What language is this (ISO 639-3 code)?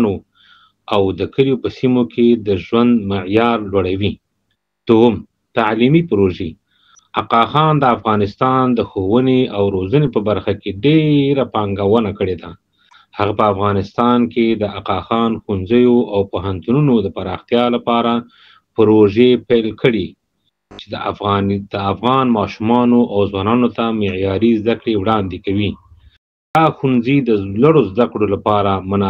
pus